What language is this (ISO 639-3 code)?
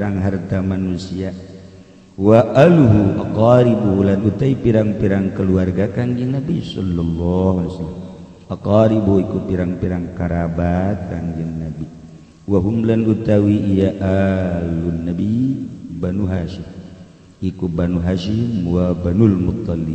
sun